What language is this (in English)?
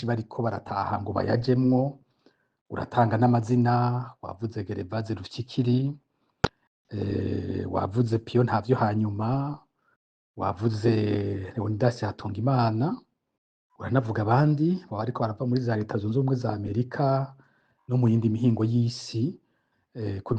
Rundi